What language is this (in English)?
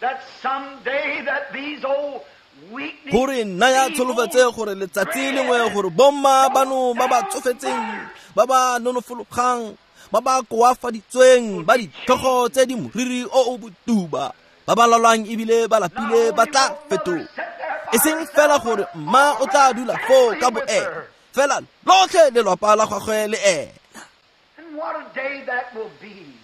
Tswana